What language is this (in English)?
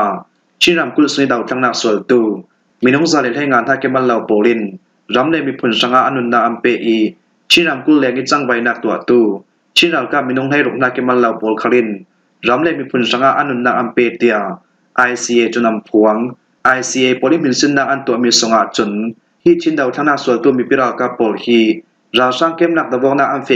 Falam Chin